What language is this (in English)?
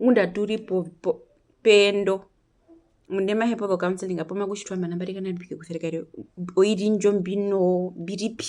Herero